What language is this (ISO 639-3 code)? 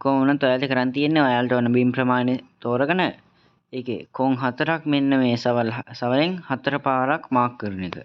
sin